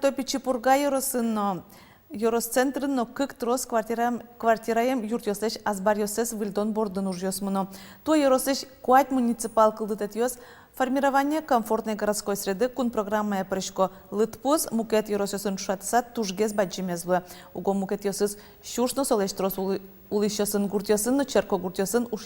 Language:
Udmurt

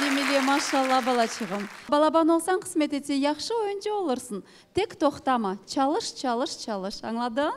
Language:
Crimean Tatar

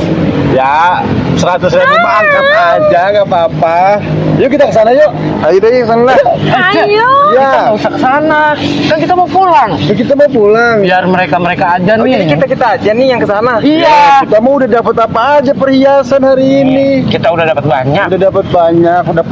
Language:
Betawi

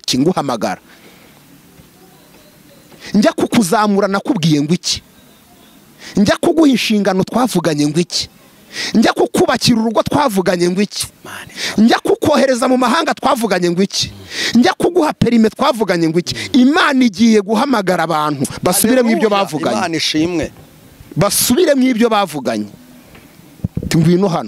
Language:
Kinyarwanda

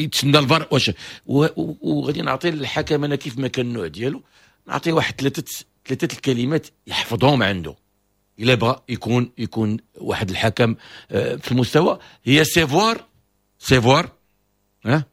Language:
Moroccan Arabic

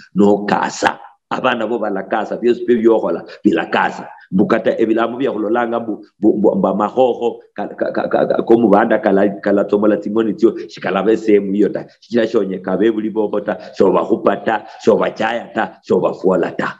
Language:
Luyia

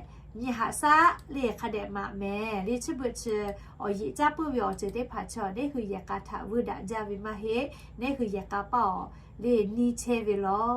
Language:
Lahu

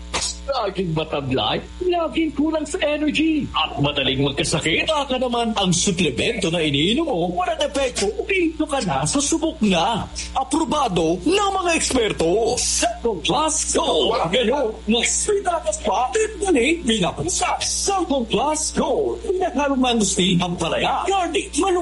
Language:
Filipino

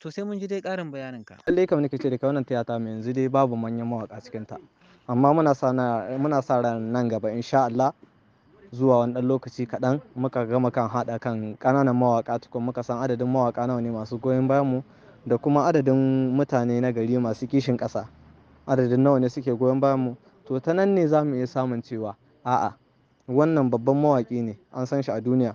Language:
Hausa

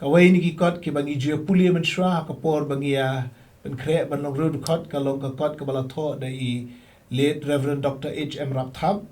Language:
Khasi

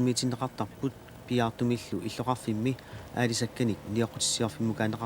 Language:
Kalaallisut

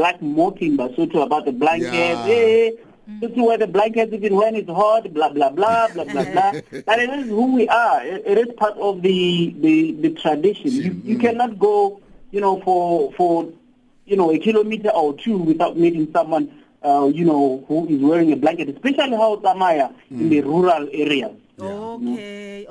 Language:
English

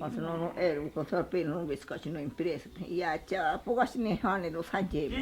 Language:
Ashéninka Perené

